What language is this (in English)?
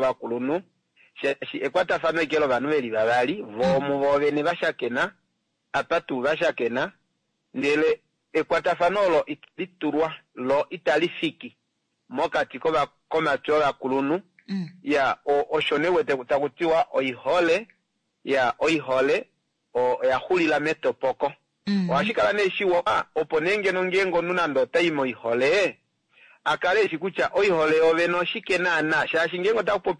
Kuanyama